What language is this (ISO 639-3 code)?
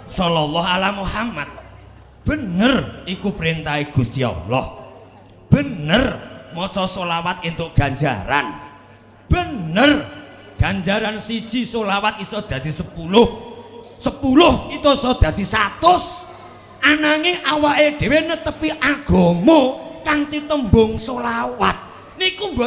jav